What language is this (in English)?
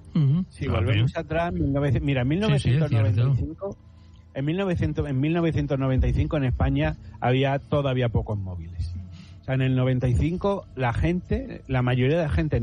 Spanish